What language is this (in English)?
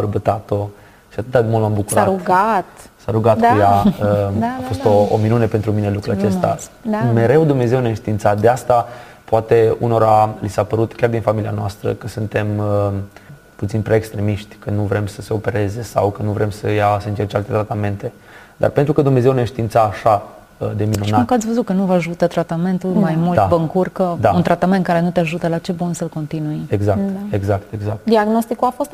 Romanian